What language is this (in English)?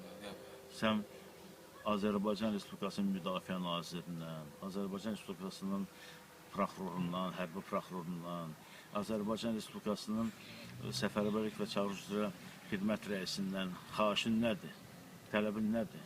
Azerbaijani